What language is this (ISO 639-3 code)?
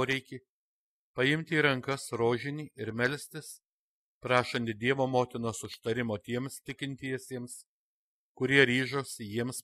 lit